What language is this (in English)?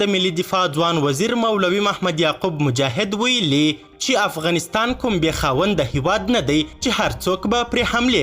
Pashto